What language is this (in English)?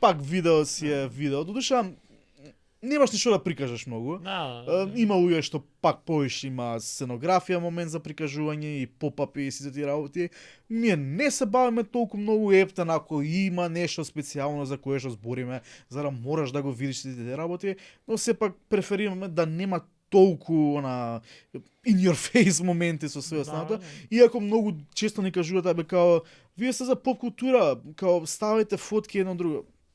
Macedonian